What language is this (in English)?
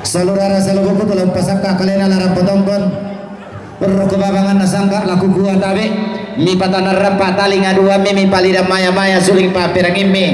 Toraja-Sa'dan